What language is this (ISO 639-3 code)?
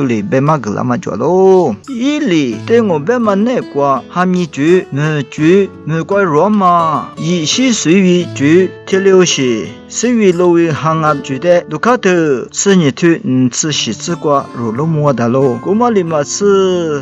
lis